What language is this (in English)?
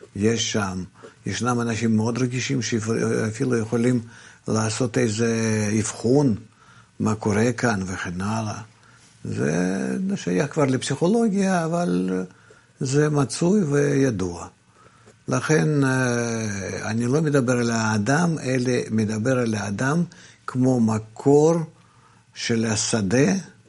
Hebrew